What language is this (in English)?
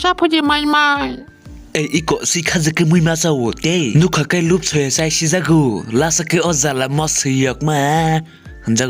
Kok Borok